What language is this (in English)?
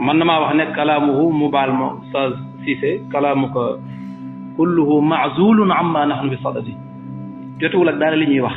Wolof